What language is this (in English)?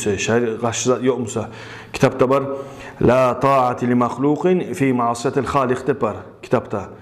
Kumyk